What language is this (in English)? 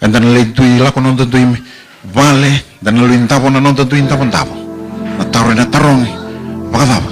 Fijian